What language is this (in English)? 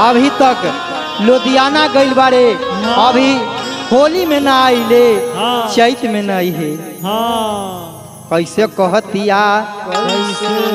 Bhojpuri